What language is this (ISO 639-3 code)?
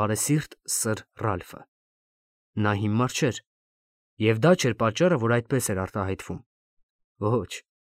hye